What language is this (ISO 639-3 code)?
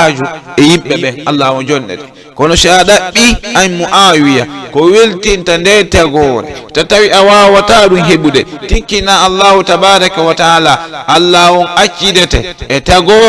ful